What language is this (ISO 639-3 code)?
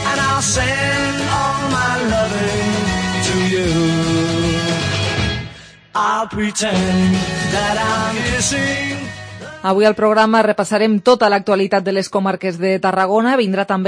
cat